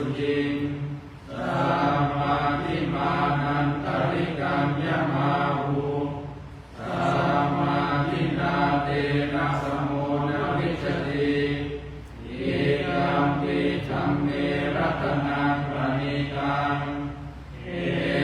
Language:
Pali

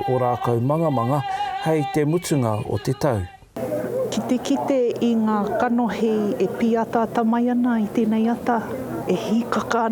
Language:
Māori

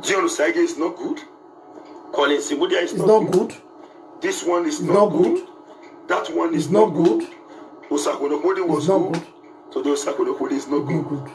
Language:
Nigerian Pidgin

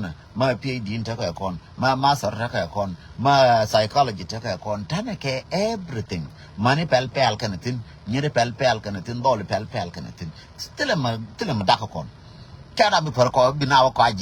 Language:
Nuer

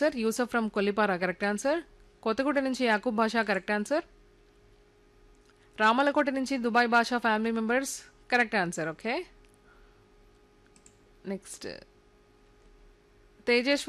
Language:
Telugu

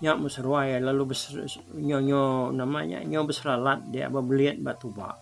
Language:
Iban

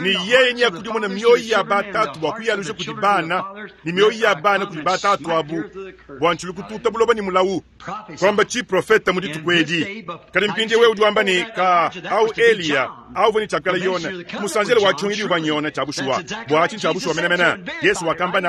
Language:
Luba-Lulua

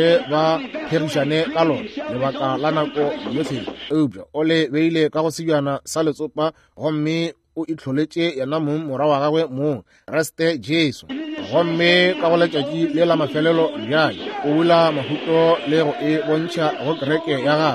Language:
Northern Sotho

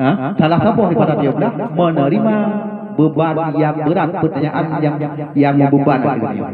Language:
Achinese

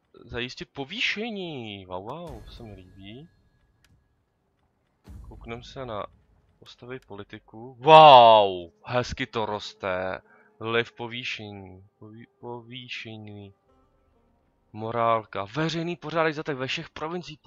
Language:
Czech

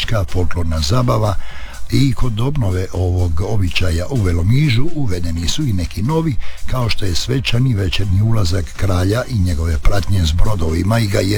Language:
Croatian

